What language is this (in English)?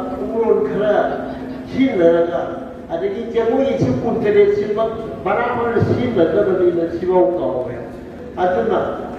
Manipuri